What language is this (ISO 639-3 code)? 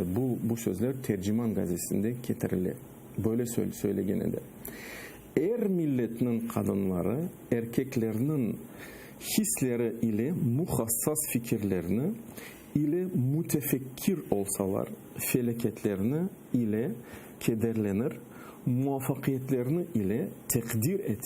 crh